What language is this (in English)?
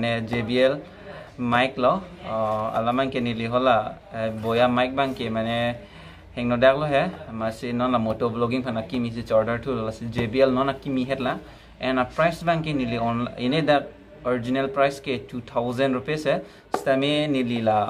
Karbi